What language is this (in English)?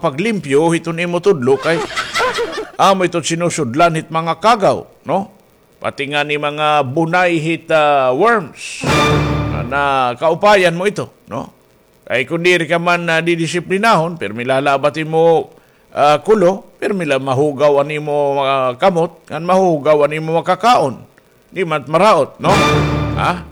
Waray